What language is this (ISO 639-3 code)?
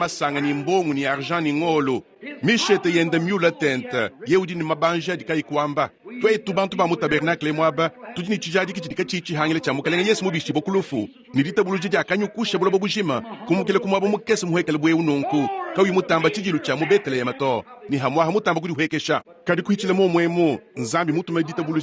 lua